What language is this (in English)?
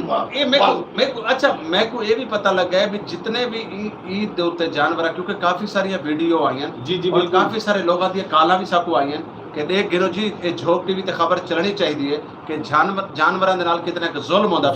Saraiki